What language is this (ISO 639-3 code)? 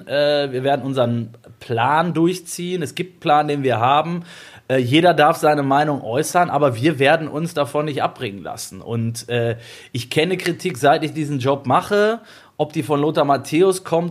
deu